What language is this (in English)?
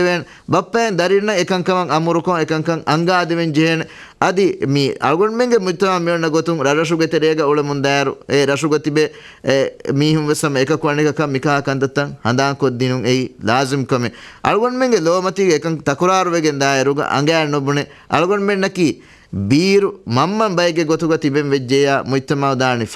Divehi